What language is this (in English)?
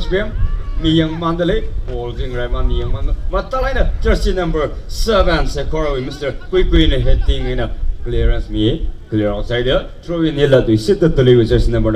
Tangkhul Naga (India)